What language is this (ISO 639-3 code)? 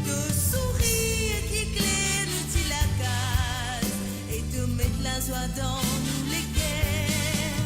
mfe